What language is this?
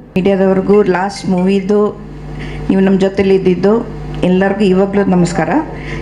Kannada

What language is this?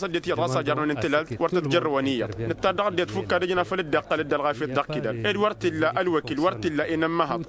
Tamasheq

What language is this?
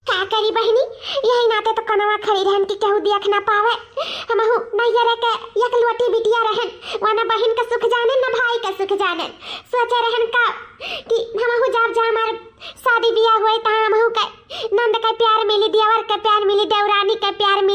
Awadhi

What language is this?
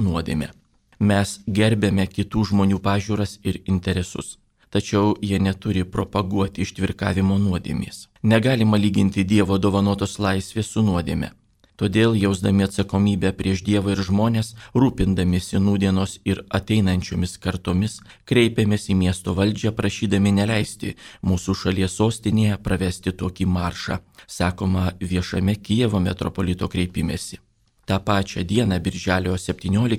Lithuanian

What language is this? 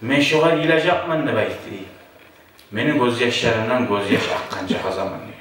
Kumyk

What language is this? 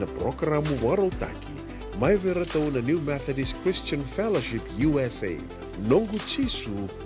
Fijian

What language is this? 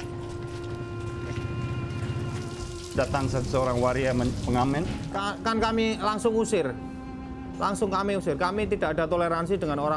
Indonesian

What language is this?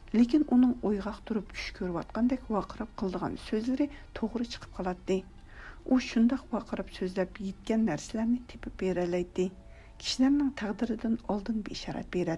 Uyghur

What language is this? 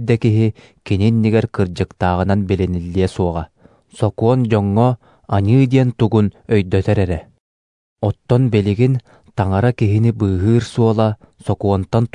Yakut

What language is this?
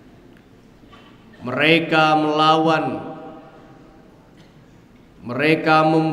Indonesian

